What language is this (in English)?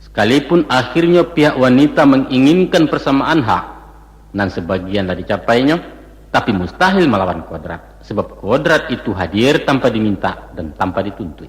Minangkabau